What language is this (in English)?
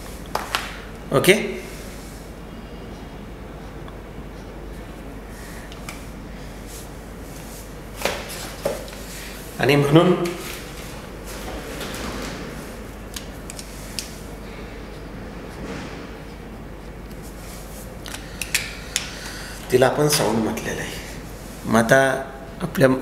Marathi